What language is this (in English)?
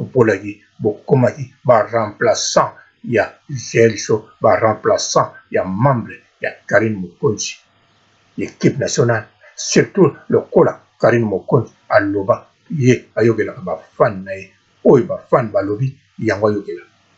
Lingala